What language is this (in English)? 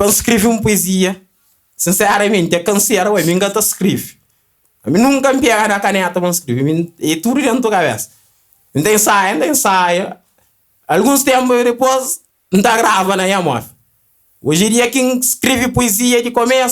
Kabuverdianu